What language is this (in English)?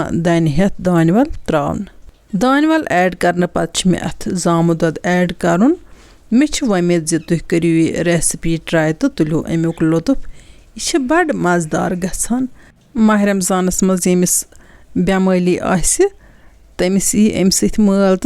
Kashmiri